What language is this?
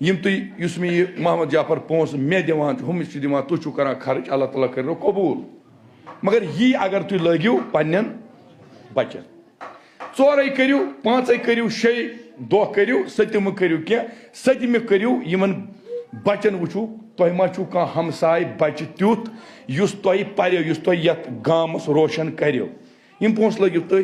Kashmiri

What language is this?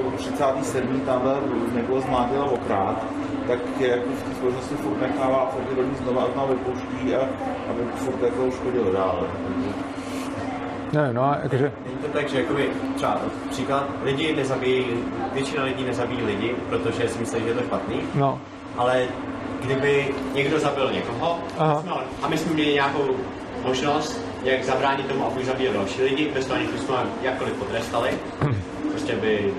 Czech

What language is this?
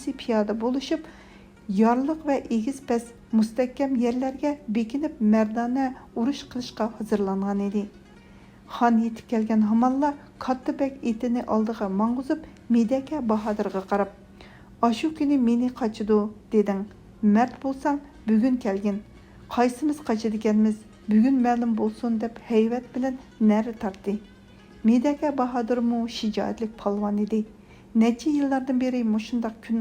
Uyghur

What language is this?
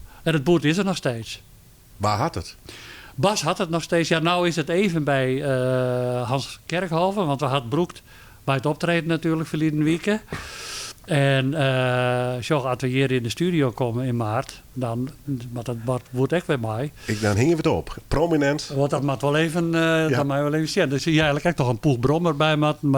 Western Frisian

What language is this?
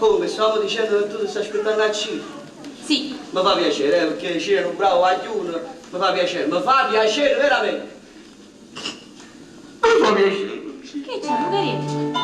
Neapolitan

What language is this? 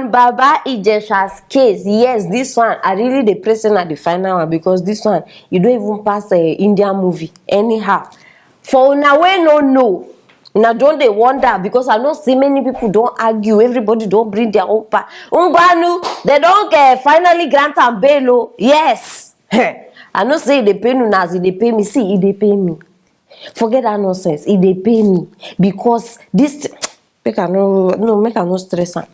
Nigerian Pidgin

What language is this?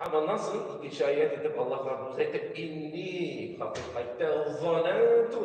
Tatar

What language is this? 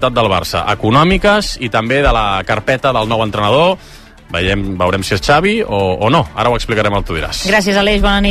Catalan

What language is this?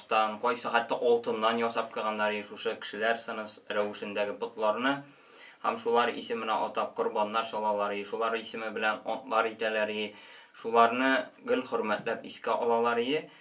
Tatar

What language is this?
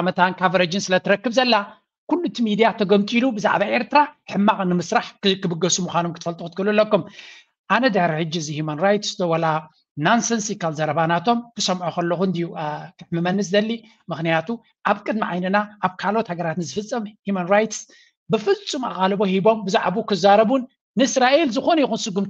Tigrinya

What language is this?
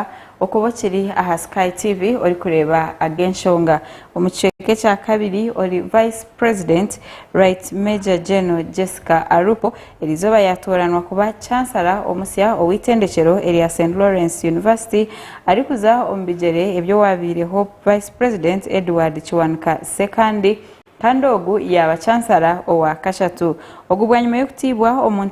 Nyankole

